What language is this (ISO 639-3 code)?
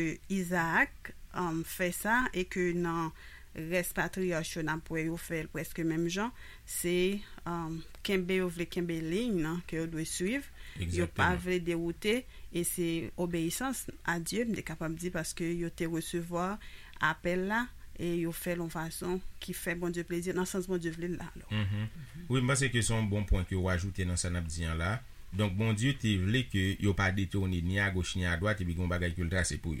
hat